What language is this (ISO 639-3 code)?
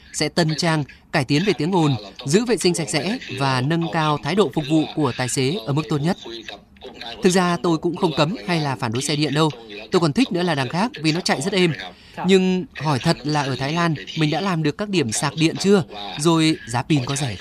vie